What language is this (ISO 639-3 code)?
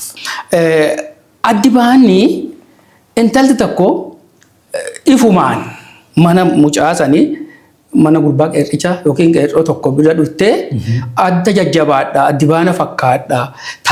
orm